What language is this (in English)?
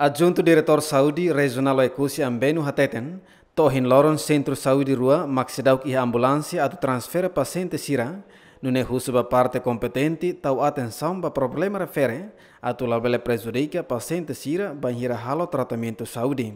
Tetum